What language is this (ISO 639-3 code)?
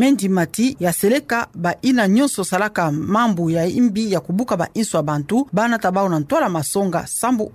ktu